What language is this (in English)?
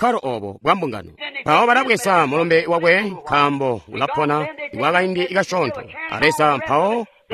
Tonga (Zambia)